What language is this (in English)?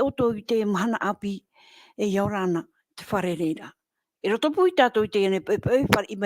Tahitian